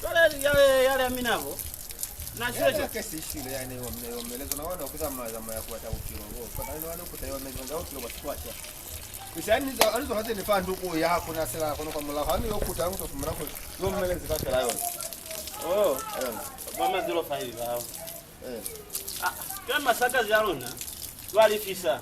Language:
Lozi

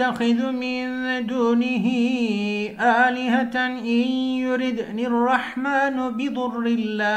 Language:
Arabic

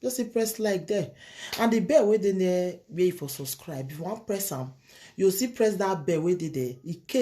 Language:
Nigerian Pidgin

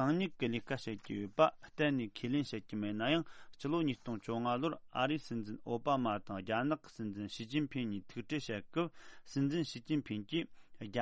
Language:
Tibetan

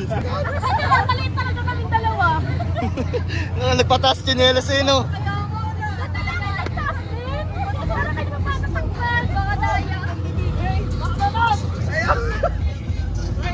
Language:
Filipino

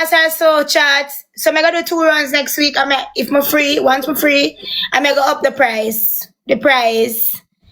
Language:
Jamaican Creole English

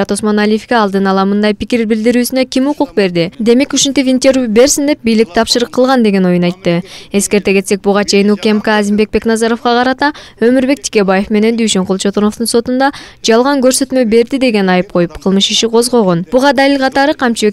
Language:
Kyrgyz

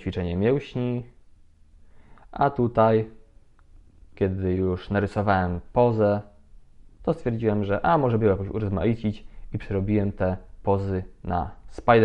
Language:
Polish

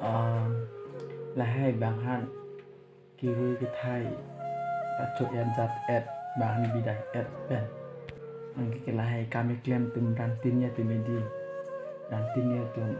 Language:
Karbi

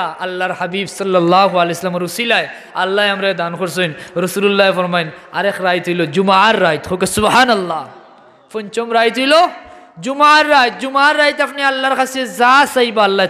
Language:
Sylheti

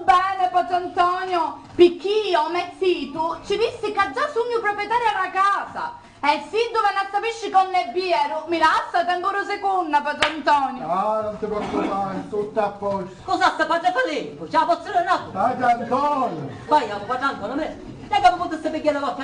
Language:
Sicilian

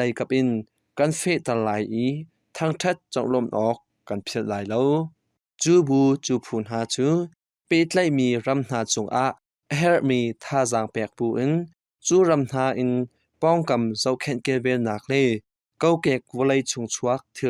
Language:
Hakha Chin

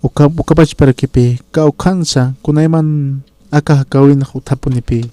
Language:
Aymara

